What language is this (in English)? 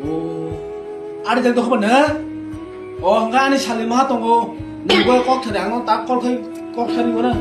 Kok Borok